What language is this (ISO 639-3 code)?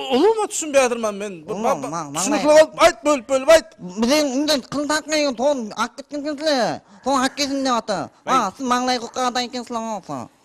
kaa